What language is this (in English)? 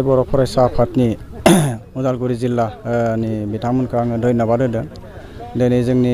Bodo